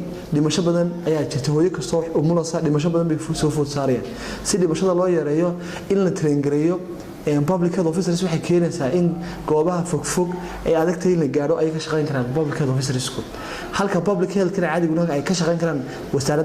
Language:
Somali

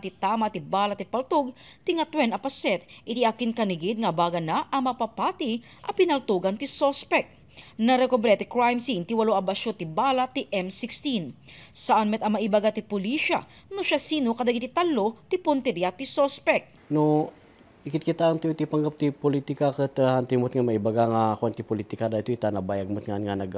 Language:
Iloko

